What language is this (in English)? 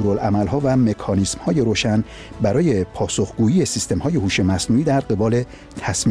Persian